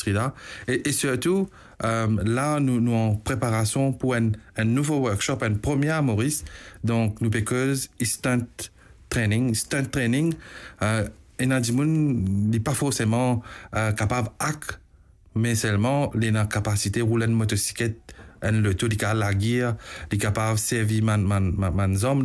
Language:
Morisyen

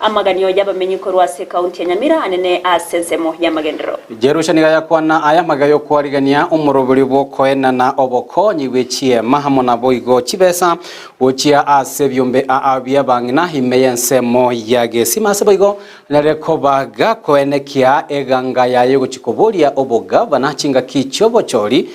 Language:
Gusii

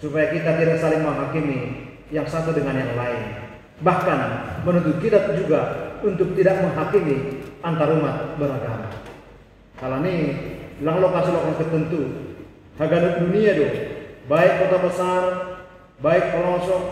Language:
Batak Simalungun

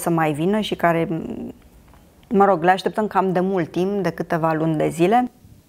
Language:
Romanian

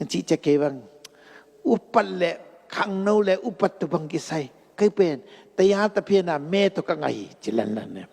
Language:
Tedim Chin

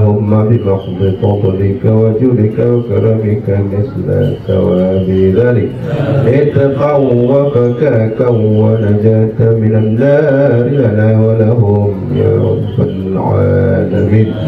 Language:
Achinese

